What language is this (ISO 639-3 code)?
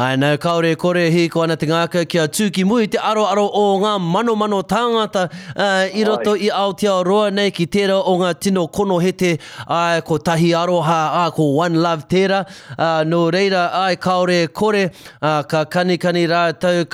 mri